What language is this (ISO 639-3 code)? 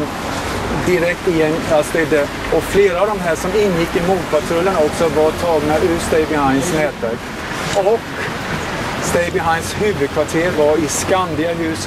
swe